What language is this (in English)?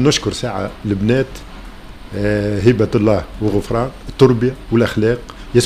Tunisian Arabic